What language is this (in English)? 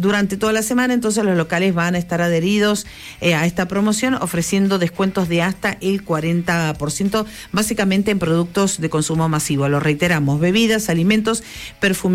Spanish